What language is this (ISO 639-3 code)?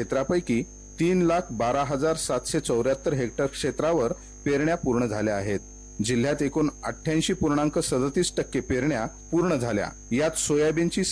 mar